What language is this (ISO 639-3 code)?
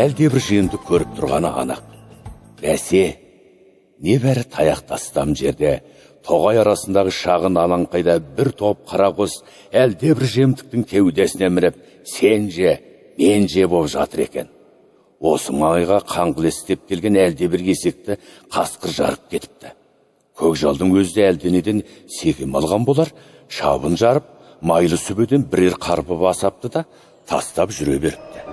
kaz